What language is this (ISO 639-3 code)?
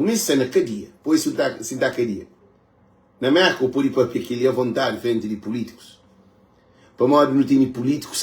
kea